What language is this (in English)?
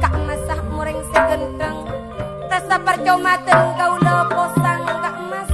Madurese